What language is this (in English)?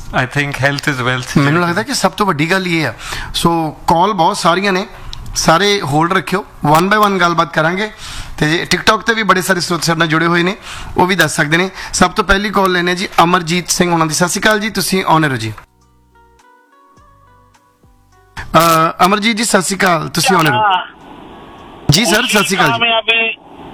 Punjabi